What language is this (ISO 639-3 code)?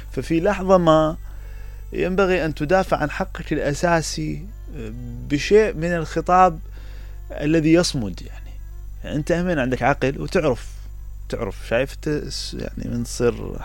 acm